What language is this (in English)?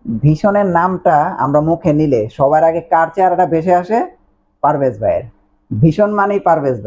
Bangla